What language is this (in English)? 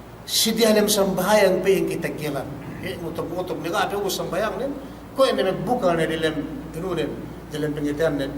Yakan